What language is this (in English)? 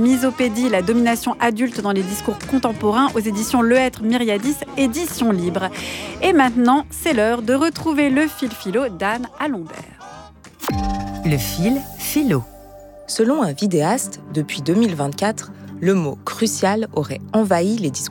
French